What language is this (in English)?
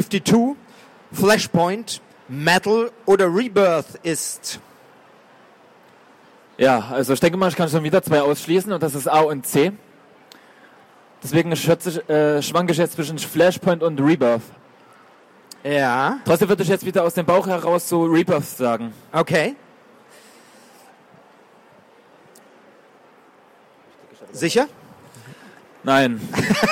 German